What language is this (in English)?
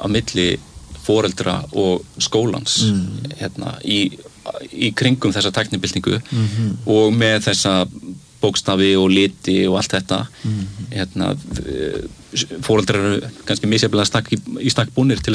Icelandic